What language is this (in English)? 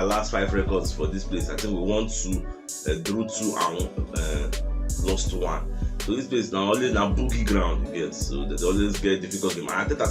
Nigerian Pidgin